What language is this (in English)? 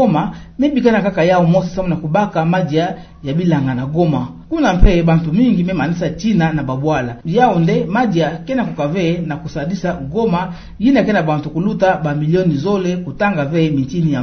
Kituba (Democratic Republic of Congo)